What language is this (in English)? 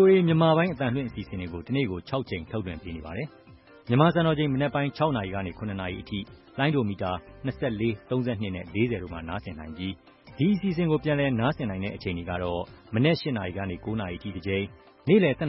Burmese